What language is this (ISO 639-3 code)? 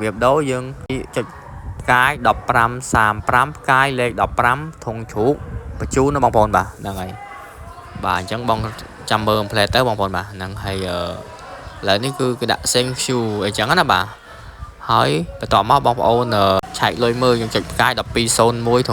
khm